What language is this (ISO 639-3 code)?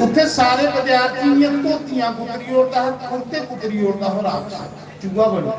doi